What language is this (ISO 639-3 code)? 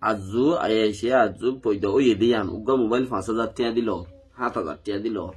rhg